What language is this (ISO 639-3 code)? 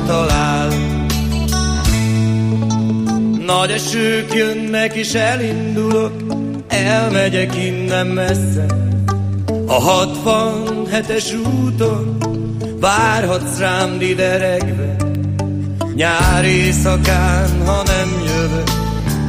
hun